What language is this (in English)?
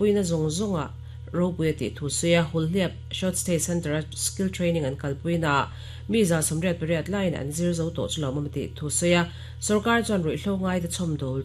Mizo